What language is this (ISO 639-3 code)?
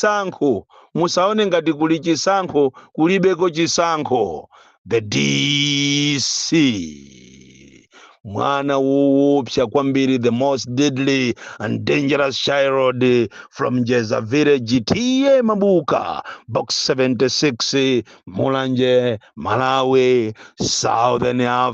nya